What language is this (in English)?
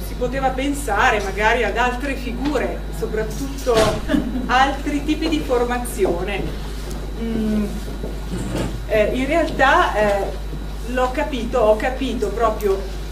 Italian